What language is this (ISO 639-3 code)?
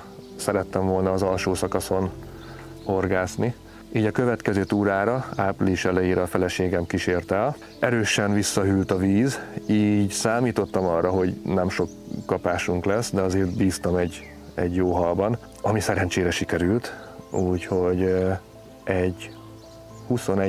hun